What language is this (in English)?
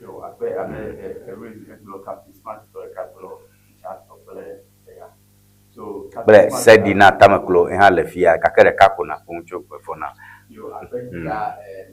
Ewe